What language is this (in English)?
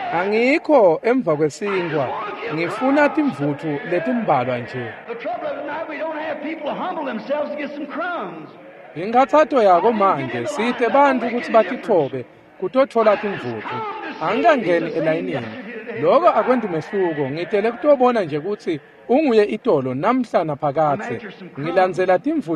Swati